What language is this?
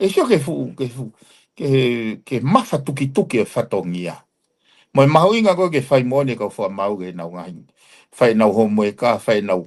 Tongan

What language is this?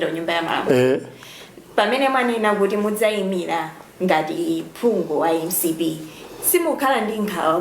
Nyanja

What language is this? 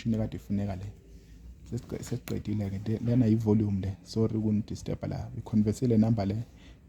Zulu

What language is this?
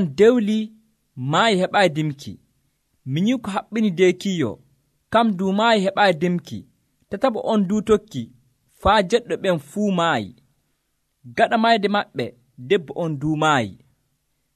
Nigerian Fulfulde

